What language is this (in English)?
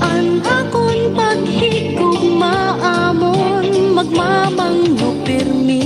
Waray